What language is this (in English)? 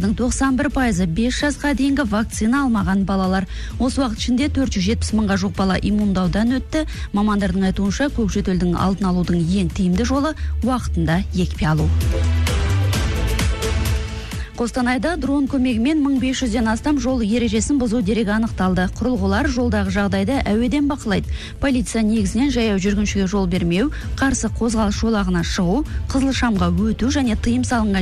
Kazakh